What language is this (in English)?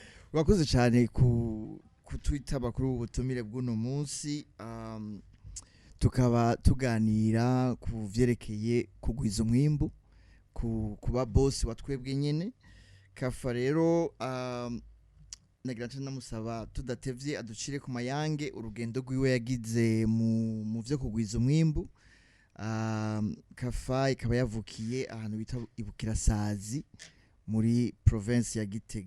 Rundi